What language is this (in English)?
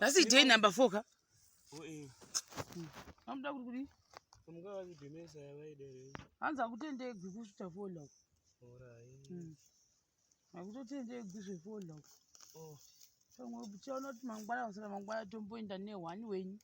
Shona